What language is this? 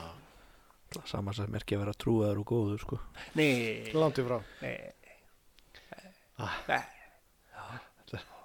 Icelandic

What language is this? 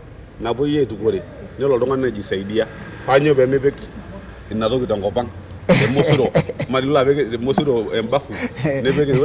Masai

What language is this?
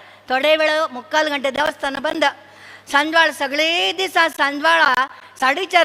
Konkani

